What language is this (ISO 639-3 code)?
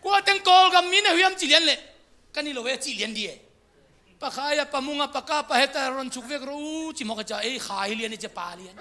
ctd